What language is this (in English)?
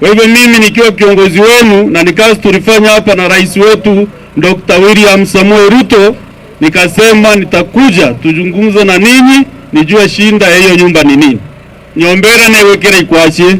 Meru